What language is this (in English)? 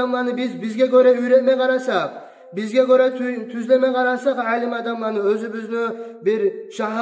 Kumyk